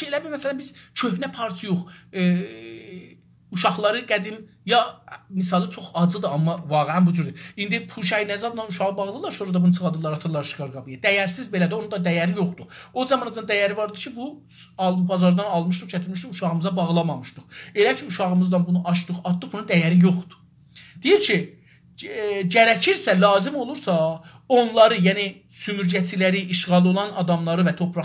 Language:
South Azerbaijani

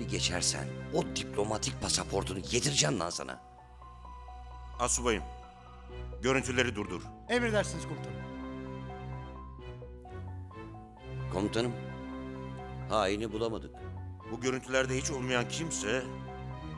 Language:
Turkish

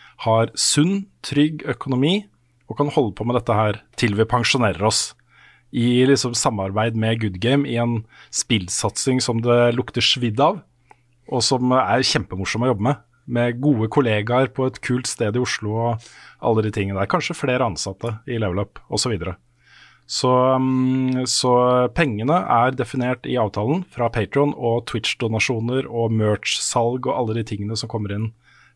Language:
Norwegian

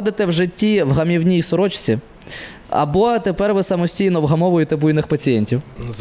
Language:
Ukrainian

